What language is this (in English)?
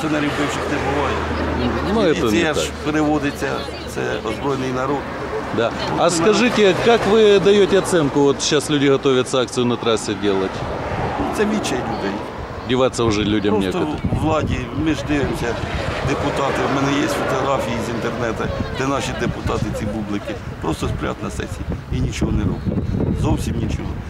Ukrainian